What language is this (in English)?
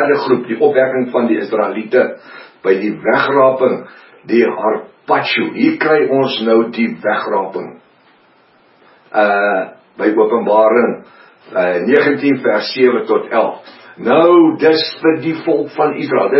Afrikaans